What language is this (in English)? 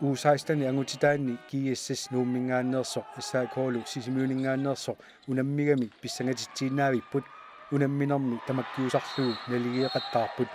Kalaallisut